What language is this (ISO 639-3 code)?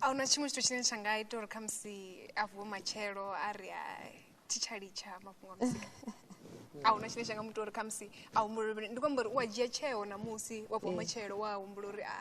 ven